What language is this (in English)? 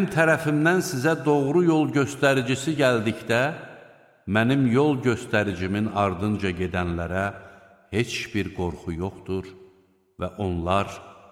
Azerbaijani